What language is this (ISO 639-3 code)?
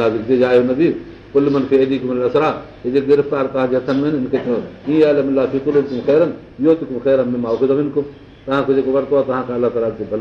snd